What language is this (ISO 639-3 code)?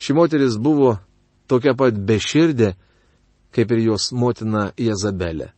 lit